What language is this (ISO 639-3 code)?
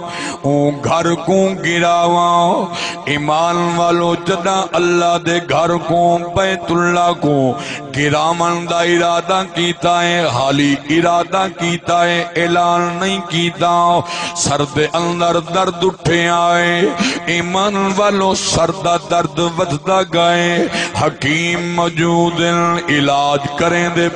skr